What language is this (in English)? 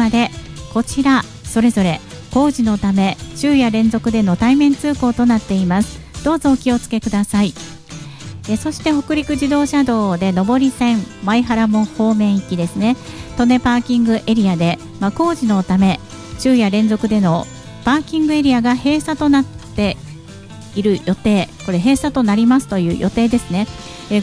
Japanese